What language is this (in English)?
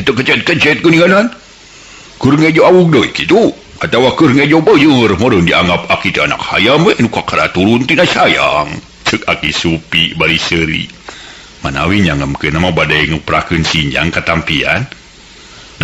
Sundanese